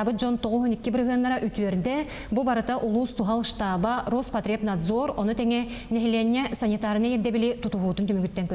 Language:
Yakut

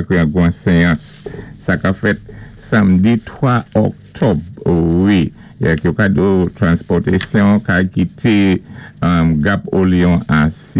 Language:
Saint Lucian Creole French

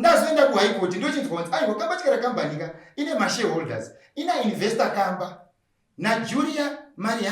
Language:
Shona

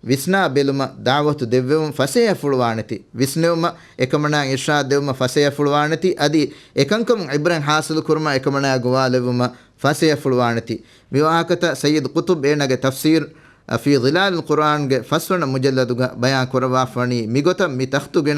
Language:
Divehi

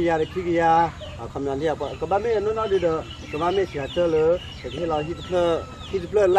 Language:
S'gaw Karen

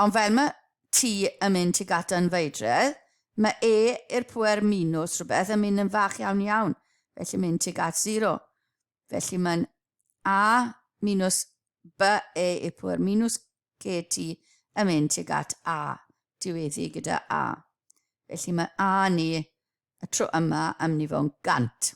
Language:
Welsh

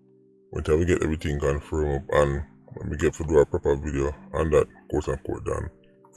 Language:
Jamaican Creole English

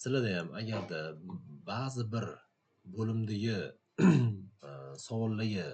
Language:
Uzbek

